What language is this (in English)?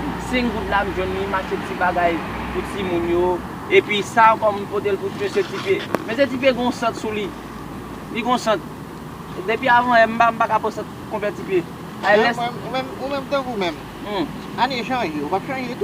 Haitian Creole